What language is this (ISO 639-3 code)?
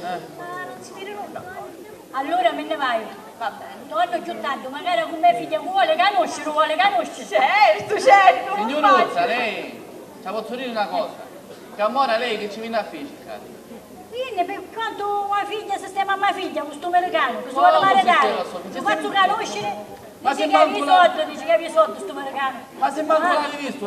scn